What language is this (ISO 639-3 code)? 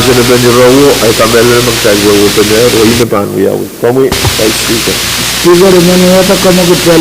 pon